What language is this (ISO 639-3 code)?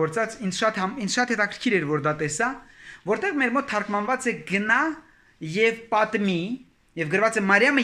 hye